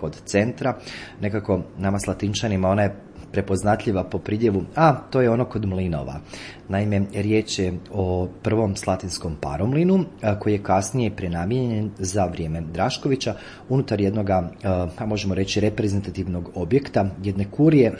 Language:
Croatian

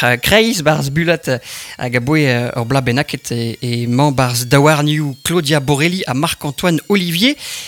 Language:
Breton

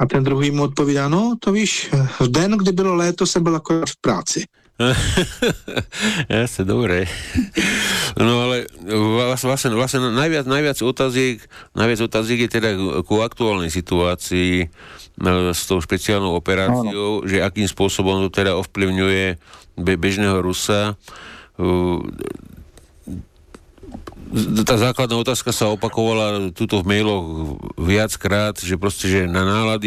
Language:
Slovak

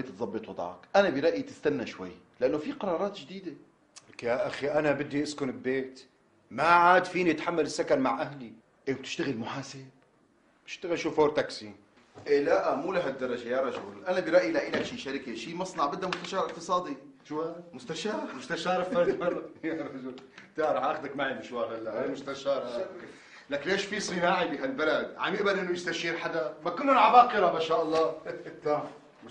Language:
North Levantine Arabic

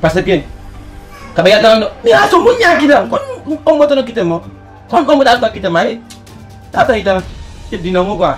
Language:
Fula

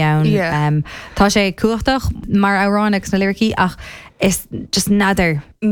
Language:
Irish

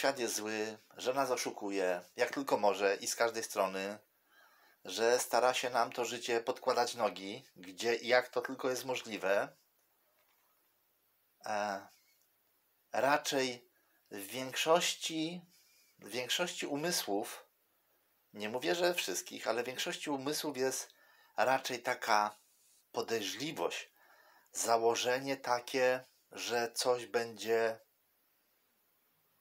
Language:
Polish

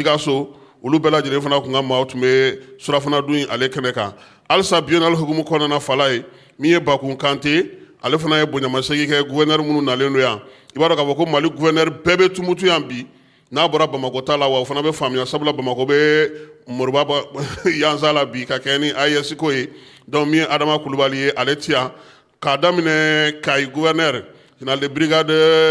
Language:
Bambara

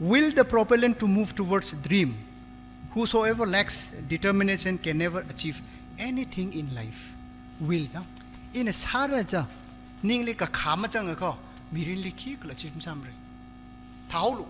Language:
Tangkhul Naga (India)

